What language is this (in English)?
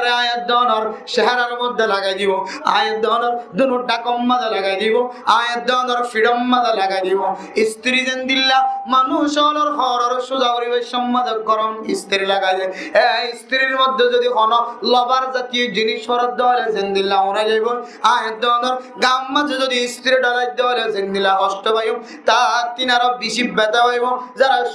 Rohingya